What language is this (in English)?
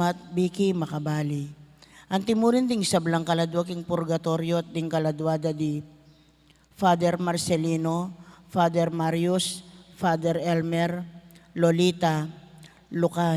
Pampanga